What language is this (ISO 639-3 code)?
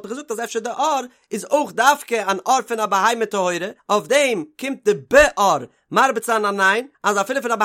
yid